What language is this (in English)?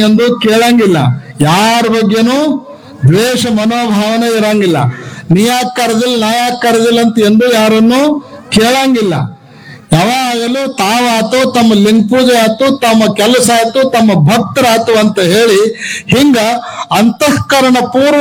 Kannada